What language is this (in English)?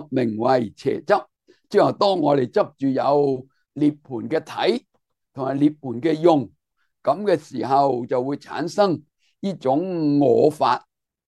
Cantonese